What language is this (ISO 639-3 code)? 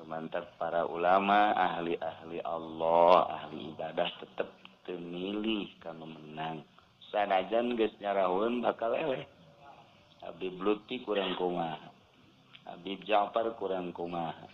sun